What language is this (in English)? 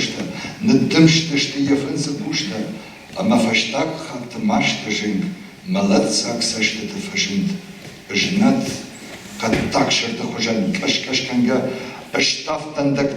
Ossetic